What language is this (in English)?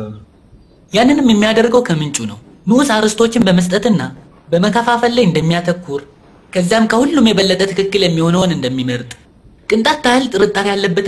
Amharic